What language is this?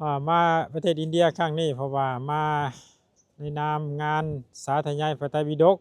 Lao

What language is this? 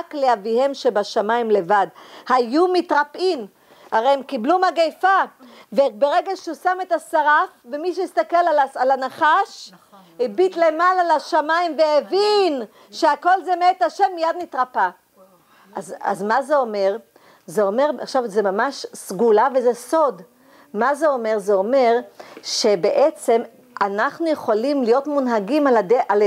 Hebrew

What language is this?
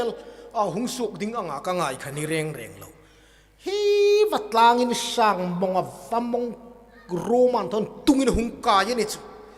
Hmar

